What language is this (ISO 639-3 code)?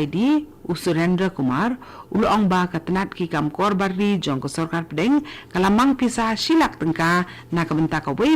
kha